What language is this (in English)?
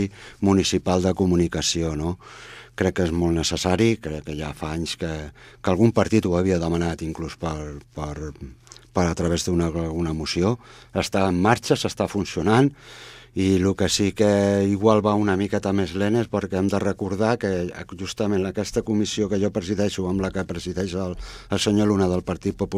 Catalan